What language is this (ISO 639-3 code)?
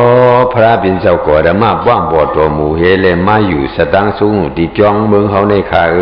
shn